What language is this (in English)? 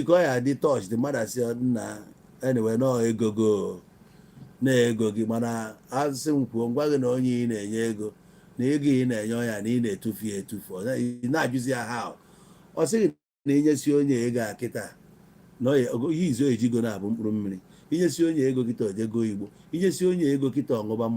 Igbo